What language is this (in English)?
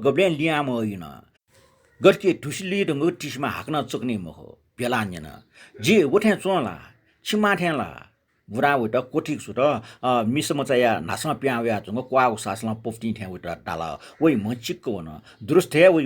Newari